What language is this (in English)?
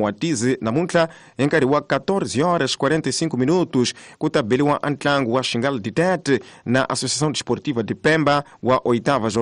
Tsonga